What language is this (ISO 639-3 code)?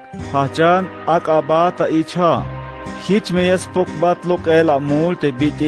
tzh